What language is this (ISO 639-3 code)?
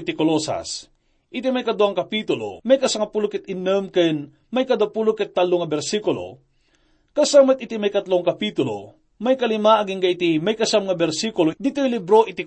ilo